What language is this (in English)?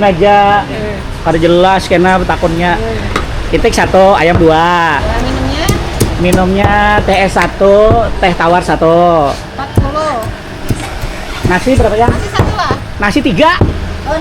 Banjar